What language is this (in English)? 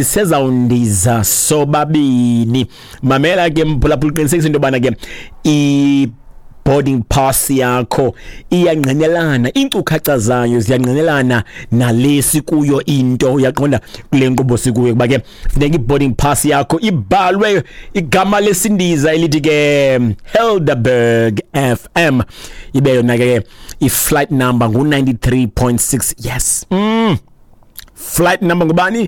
Xhosa